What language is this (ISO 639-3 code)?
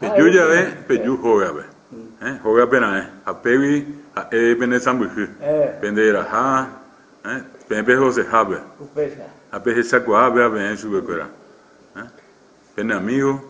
grn